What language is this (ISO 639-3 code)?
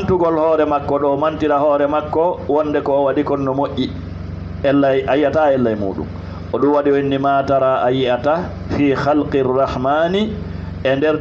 ful